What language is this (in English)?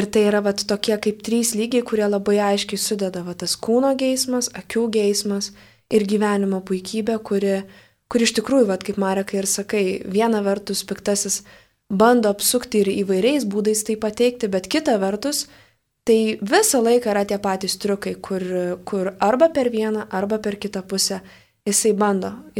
Lithuanian